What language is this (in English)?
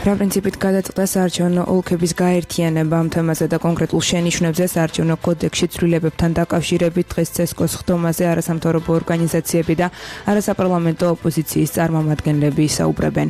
Georgian